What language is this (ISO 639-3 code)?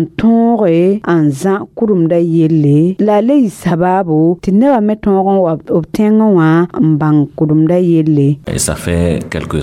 mos